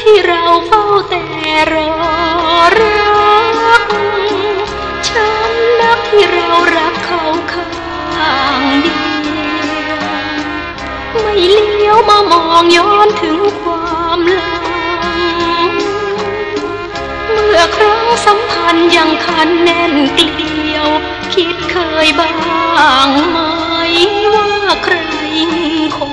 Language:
Thai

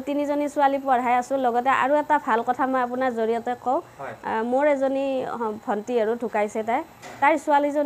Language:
Assamese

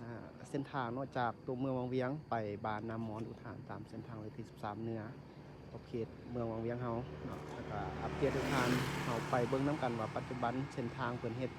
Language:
Lao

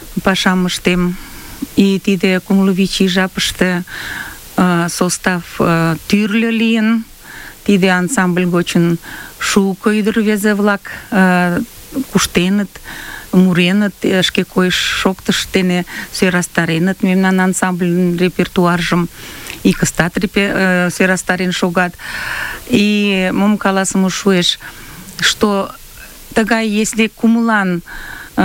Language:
Mari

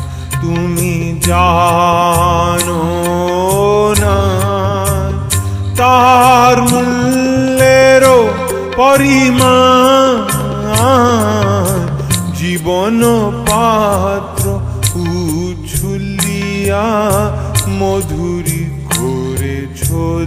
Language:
Bangla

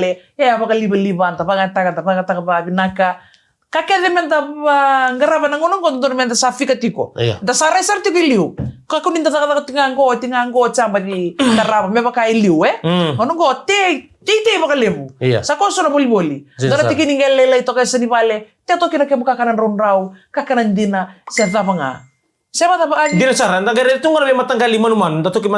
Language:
Fijian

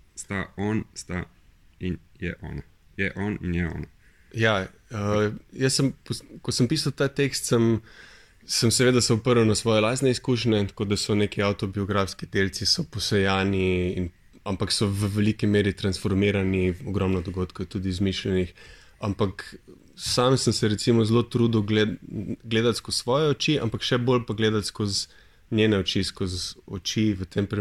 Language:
Slovenian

